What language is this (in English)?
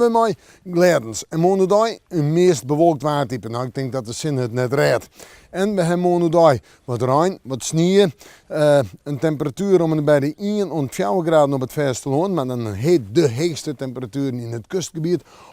Western Frisian